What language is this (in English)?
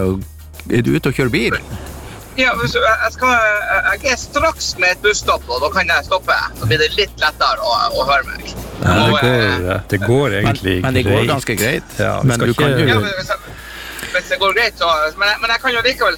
Norwegian